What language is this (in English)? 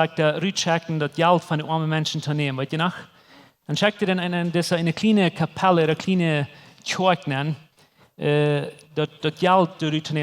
Plautdietsch